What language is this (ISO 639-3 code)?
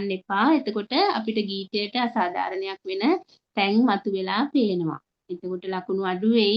sin